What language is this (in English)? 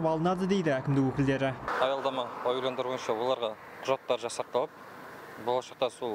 Kazakh